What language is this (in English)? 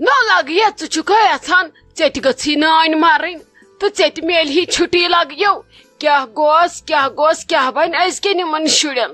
Kashmiri